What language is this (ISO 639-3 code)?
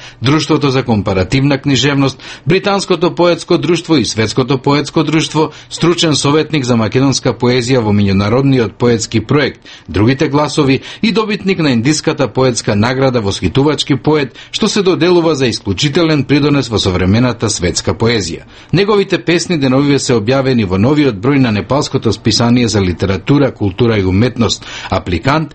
mkd